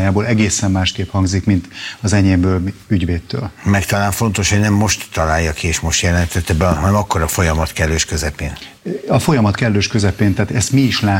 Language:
Hungarian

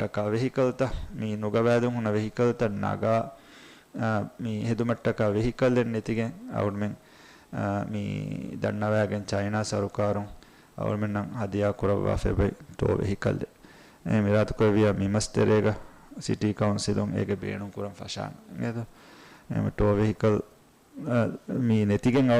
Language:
Divehi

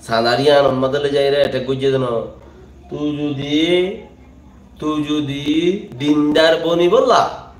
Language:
Rohingya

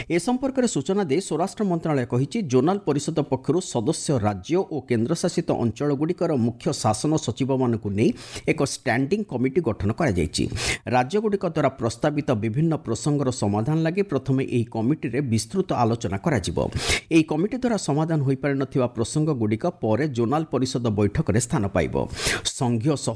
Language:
Odia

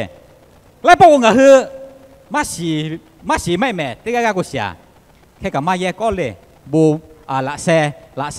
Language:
Lahu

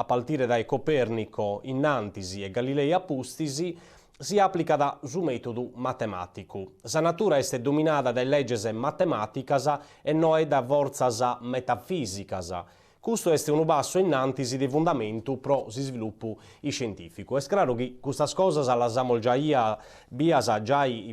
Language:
Sardinian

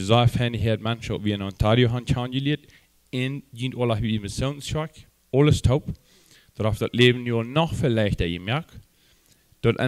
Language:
Plautdietsch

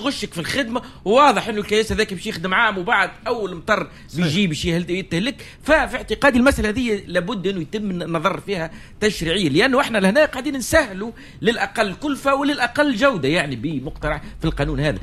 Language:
Tunisian Arabic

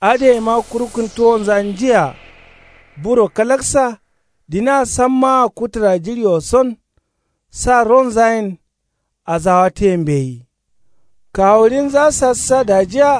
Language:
Kanuri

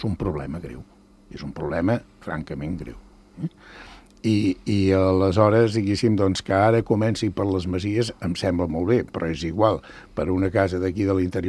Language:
Catalan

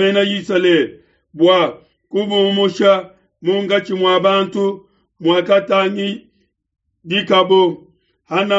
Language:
Luba-Lulua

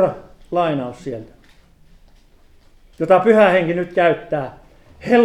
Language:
Finnish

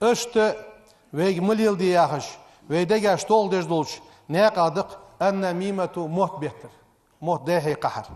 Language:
Ingush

